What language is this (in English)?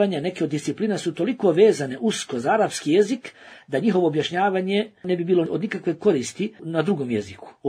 Bosnian